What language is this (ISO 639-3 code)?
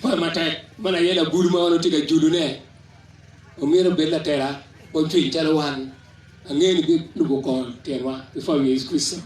ach